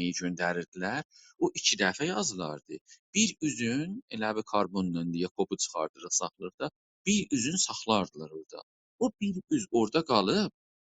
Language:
South Azerbaijani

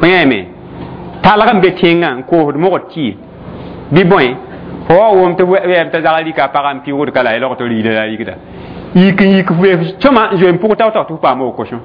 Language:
Mossi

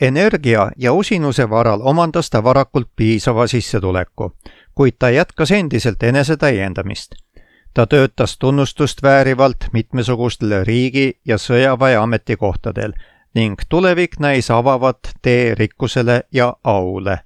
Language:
Estonian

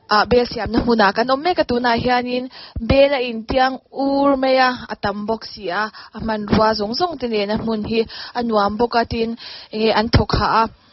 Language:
Mizo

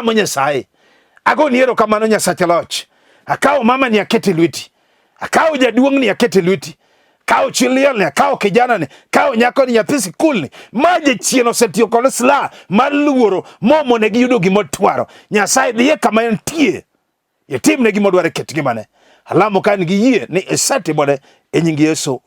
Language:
Luo (Kenya and Tanzania)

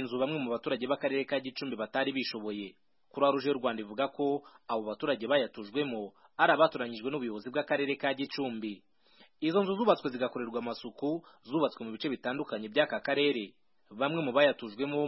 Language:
Kinyarwanda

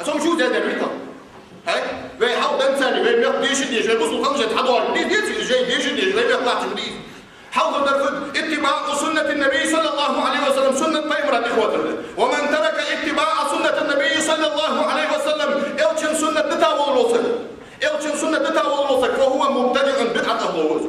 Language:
Ingush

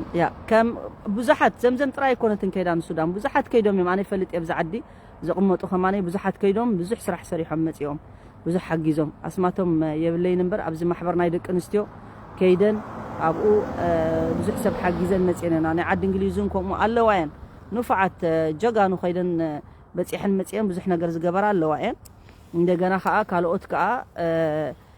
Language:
Tigrinya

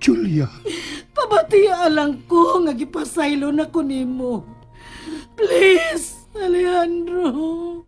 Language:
Cebuano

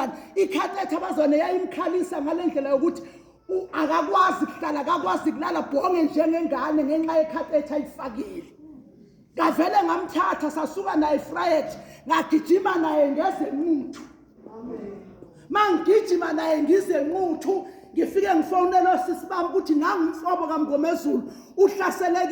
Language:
Zulu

